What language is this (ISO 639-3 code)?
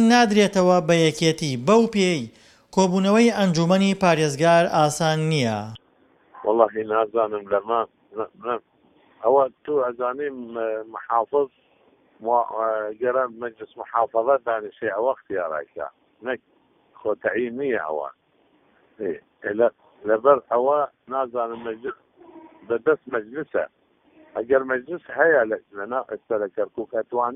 ckb